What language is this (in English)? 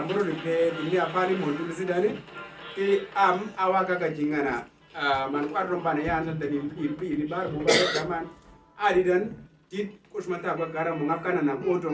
Uduk